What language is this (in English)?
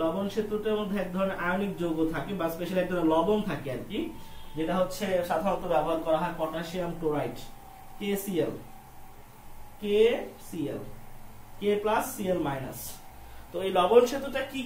Bangla